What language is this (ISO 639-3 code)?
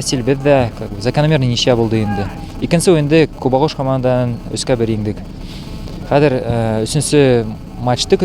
bak